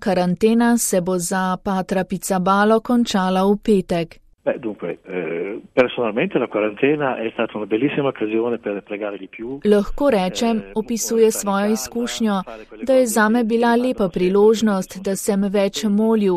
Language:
Slovenian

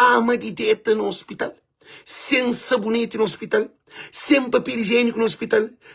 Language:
Kabuverdianu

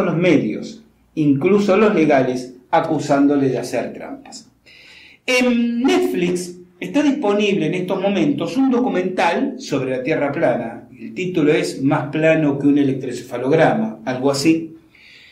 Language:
Spanish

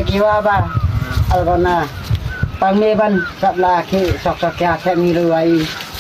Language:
Nepali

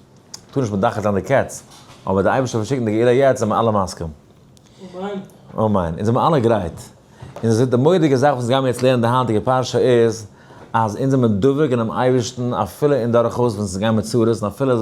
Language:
Yiddish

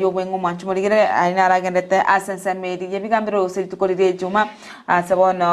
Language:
Gusii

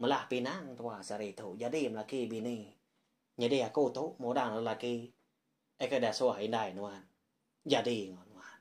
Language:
Iban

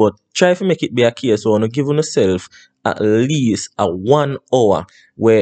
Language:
Jamaican Creole English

